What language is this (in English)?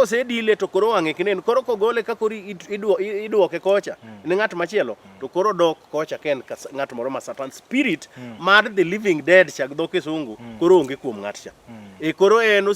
Luo (Kenya and Tanzania)